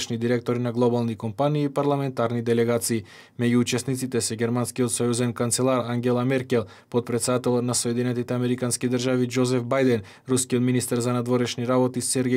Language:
Macedonian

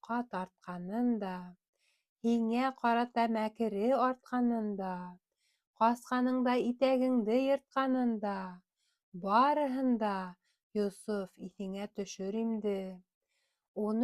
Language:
Bashkir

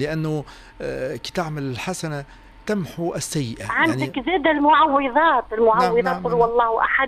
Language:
Tunisian Arabic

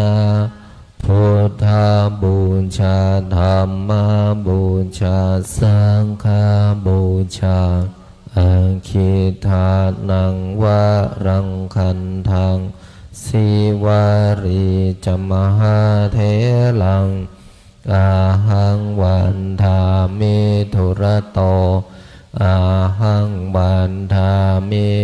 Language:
Pali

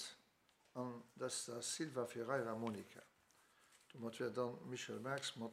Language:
Luxembourgish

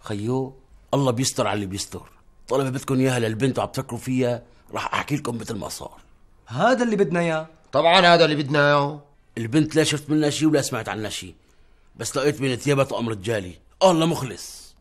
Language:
North Levantine Arabic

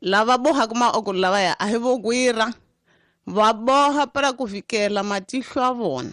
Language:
Tsonga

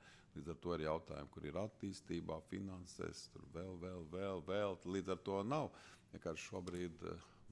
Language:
Latvian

